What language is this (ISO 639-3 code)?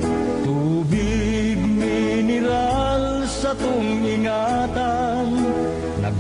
bik